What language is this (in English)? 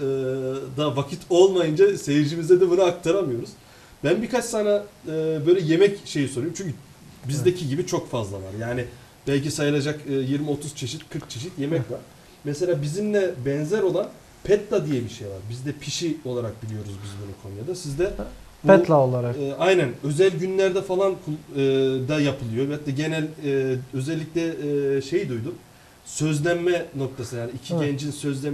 Turkish